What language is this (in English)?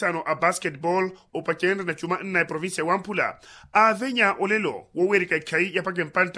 Makhuwa